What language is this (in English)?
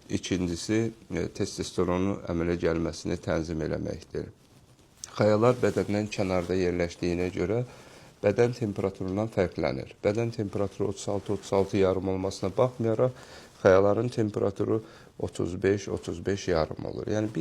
Azerbaijani